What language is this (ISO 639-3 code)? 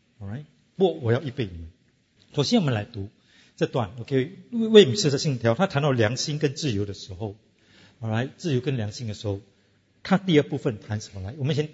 zho